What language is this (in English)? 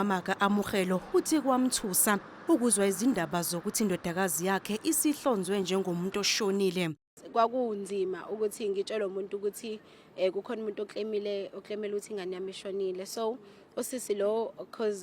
Zulu